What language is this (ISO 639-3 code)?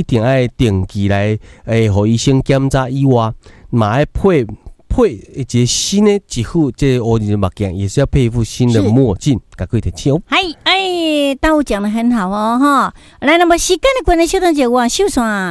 nan